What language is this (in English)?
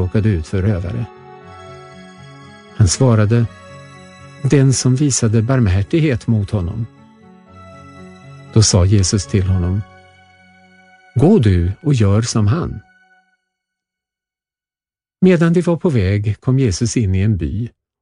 Swedish